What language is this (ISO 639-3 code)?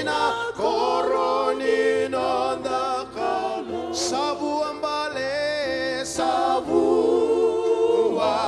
fij